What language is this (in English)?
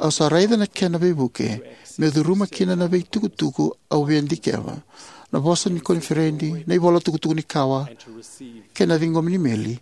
Fijian